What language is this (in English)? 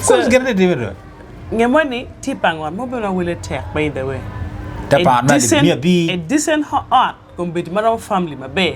Acoli